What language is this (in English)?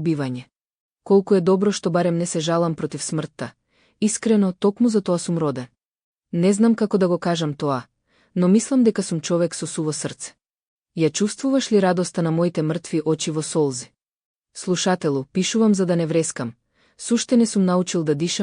Macedonian